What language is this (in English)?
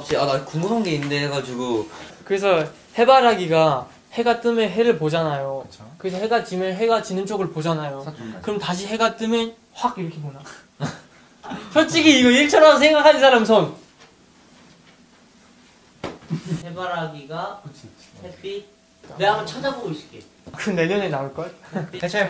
Korean